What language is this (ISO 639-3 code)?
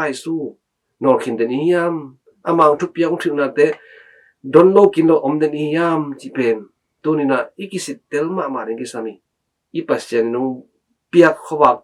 ctd